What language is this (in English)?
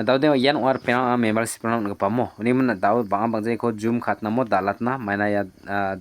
Garo